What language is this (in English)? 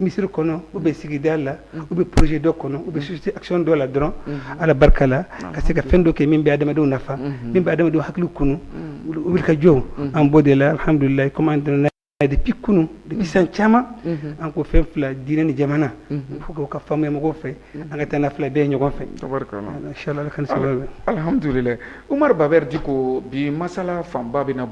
Bambara